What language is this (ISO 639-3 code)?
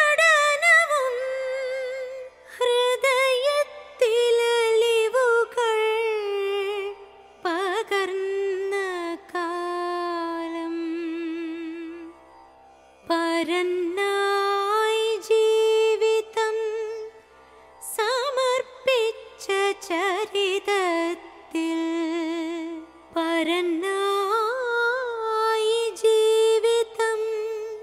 mal